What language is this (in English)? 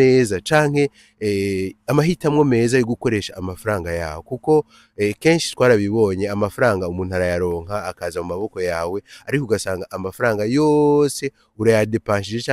Rundi